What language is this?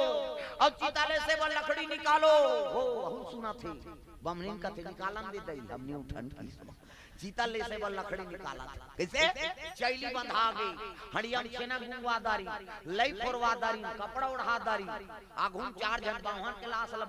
Chhattisgarhi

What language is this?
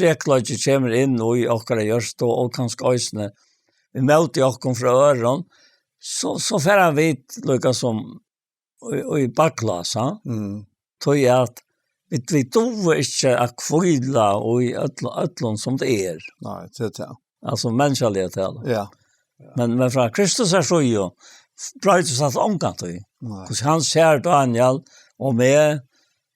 Faroese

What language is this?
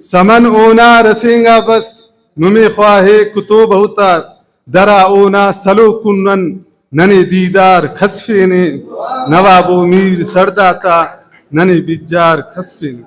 Brahui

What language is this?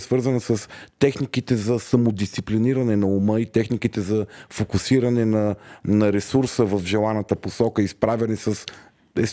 Bulgarian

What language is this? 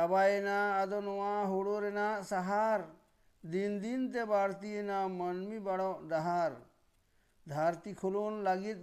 Santali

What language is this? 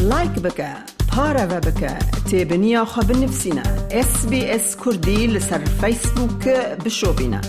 Kurdish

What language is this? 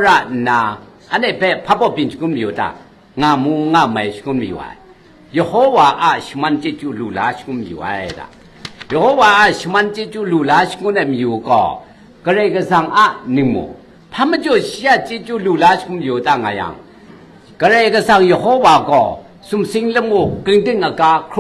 Kachin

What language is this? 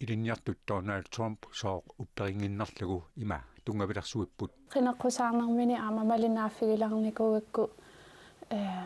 Kalaallisut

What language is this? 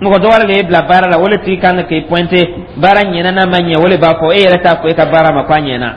Dyula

